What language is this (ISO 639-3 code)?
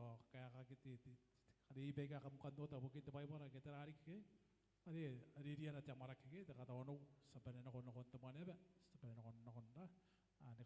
gil